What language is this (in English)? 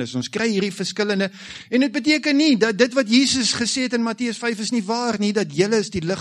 Afrikaans